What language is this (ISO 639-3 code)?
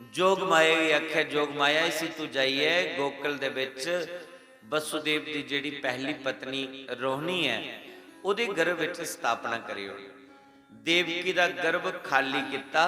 doi